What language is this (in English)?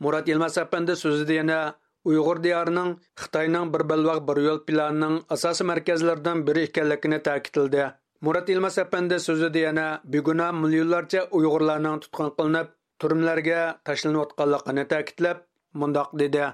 Uyghur